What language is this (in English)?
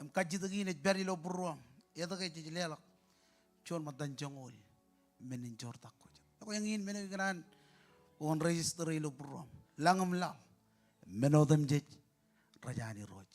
Marshallese